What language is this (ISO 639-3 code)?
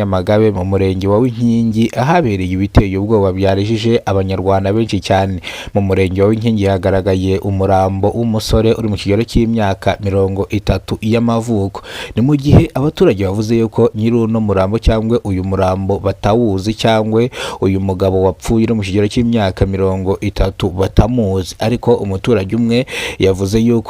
kin